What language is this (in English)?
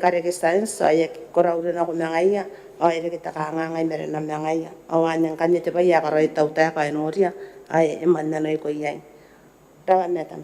Gilbertese